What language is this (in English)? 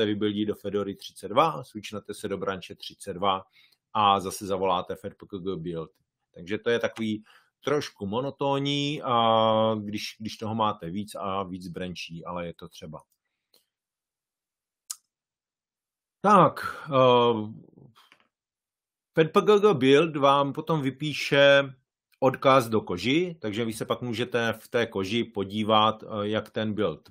Czech